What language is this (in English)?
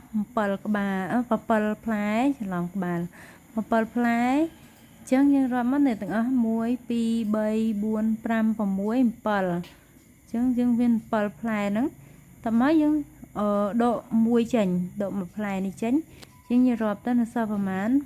Khmer